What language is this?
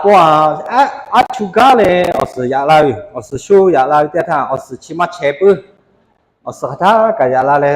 Lahu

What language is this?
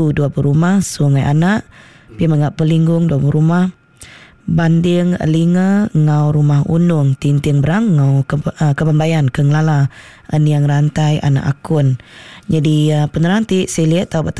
Iban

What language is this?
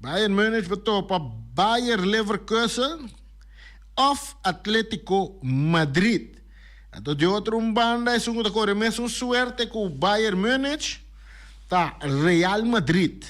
Papiamento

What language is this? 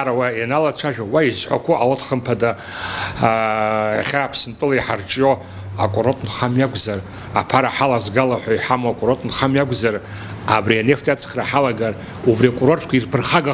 Abkhazian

